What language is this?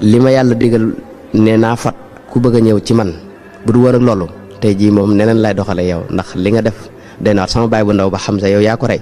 Wolof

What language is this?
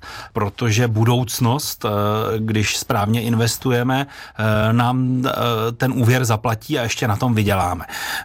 Czech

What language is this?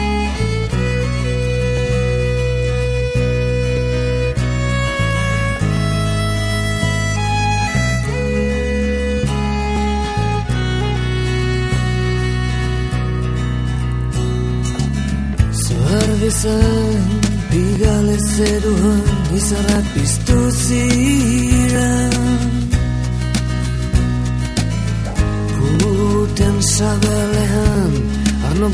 Basque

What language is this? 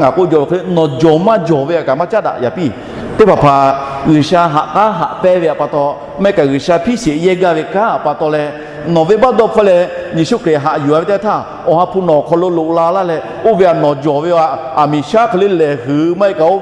Lahu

